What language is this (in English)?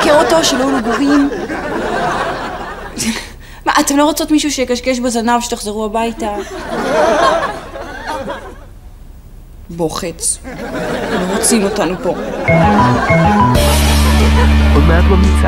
Hebrew